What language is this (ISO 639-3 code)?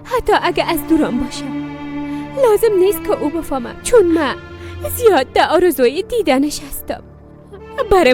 fas